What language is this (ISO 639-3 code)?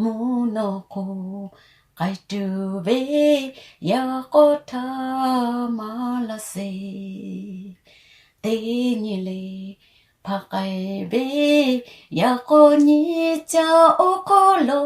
lhu